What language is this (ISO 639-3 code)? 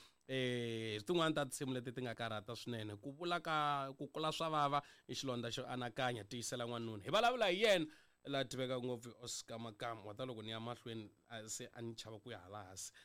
tso